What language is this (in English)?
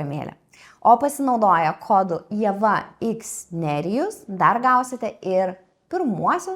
Lithuanian